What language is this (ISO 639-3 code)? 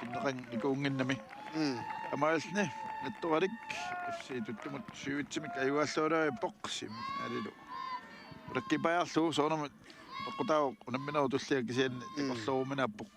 kal